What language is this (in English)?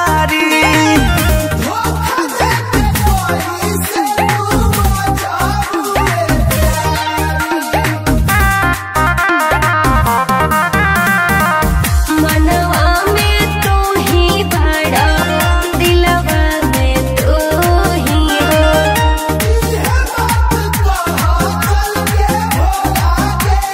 Bhojpuri